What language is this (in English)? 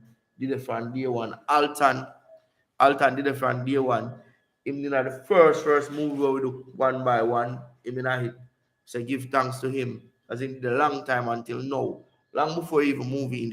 Jamaican Creole English